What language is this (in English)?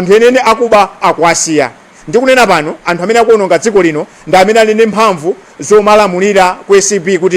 Nyanja